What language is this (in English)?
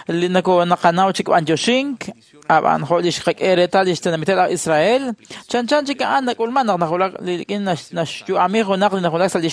Kekchí